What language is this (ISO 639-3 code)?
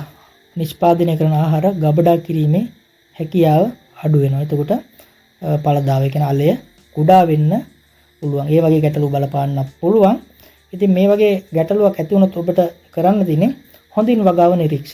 sin